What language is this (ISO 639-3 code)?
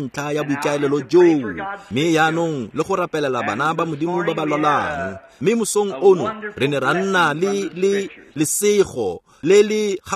tsn